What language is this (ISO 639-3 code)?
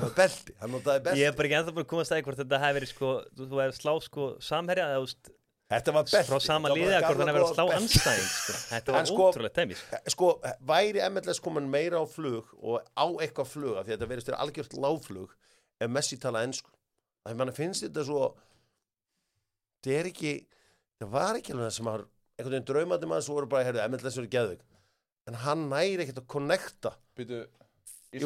isl